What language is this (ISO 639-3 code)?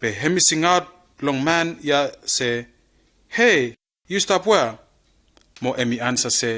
bis